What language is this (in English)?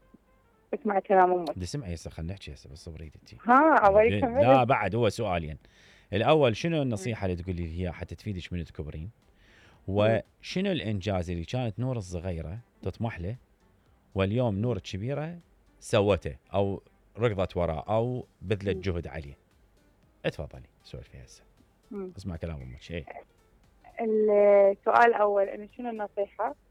Mesopotamian Arabic